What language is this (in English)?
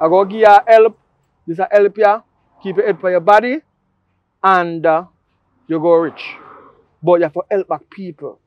Jamaican Creole English